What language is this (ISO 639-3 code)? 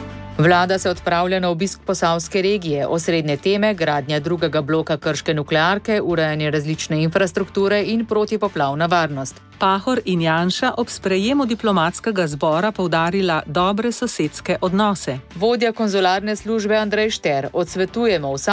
slv